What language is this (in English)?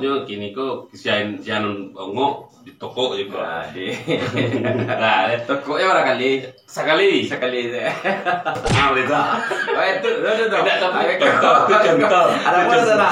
Minangkabau